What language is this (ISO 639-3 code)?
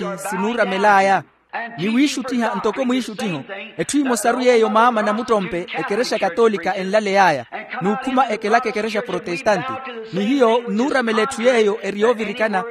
vmw